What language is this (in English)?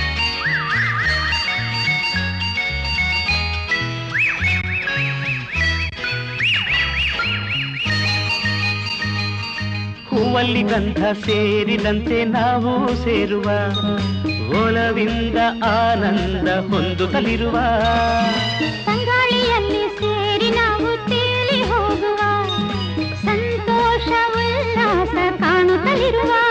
Kannada